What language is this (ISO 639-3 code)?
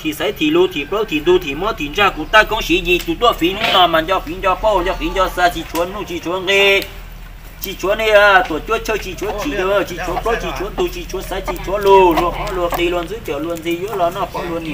hmn